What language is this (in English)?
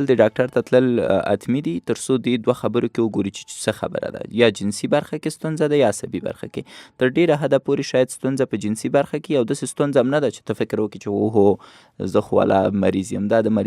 Pashto